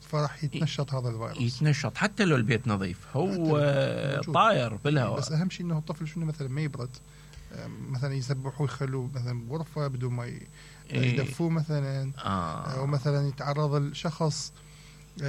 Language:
Mesopotamian Arabic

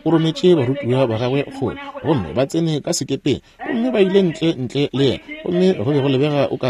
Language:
Northern Sotho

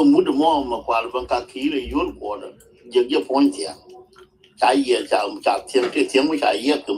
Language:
Nuer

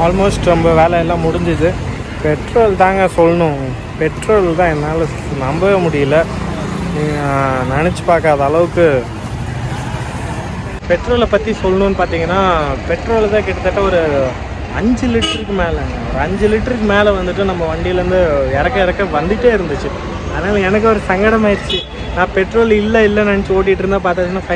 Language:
Tamil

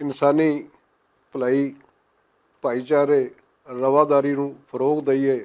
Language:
Western Panjabi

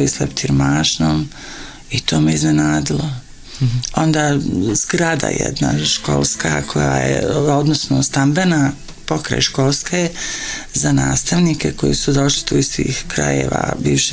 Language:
Bosnian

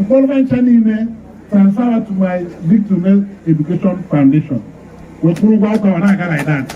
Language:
Igbo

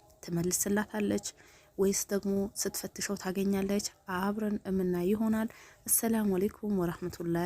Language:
Amharic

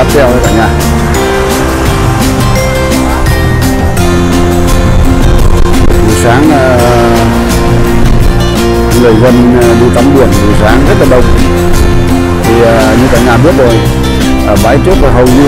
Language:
Vietnamese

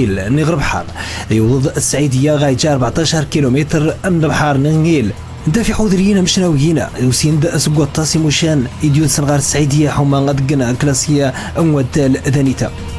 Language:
Moroccan Arabic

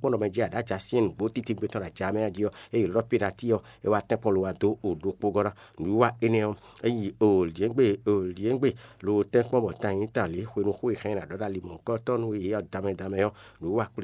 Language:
Fon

